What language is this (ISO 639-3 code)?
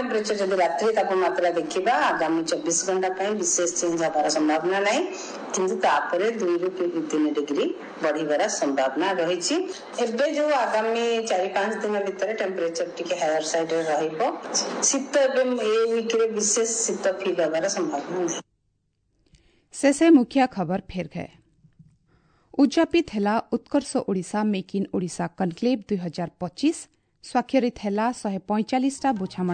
ori